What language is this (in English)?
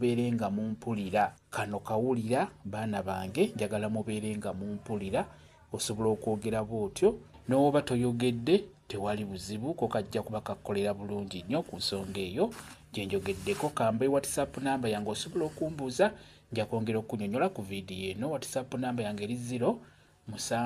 Ganda